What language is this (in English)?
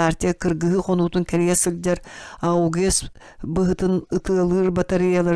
Yakut